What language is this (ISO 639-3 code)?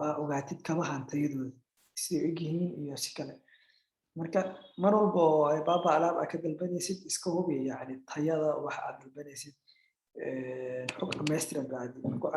som